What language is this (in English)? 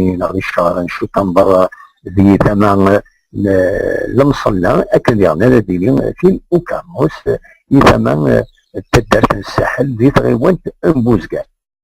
Kabyle